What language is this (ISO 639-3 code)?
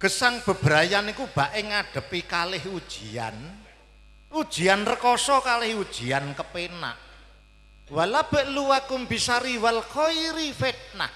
jav